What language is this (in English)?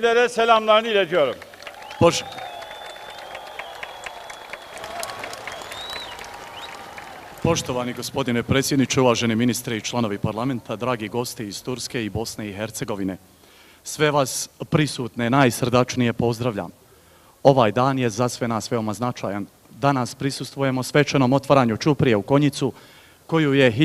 Bosnian